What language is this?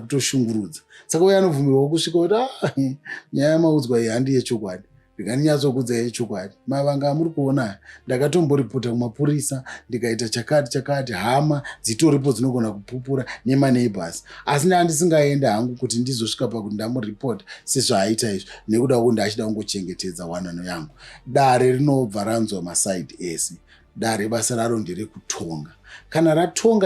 Shona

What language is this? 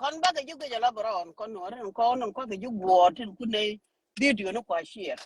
Nuer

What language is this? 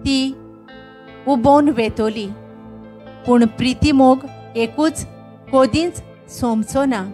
Konkani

